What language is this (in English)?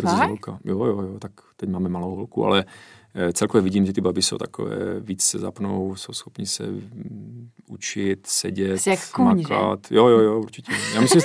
Czech